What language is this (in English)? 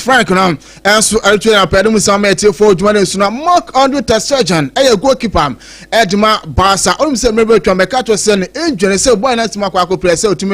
Akan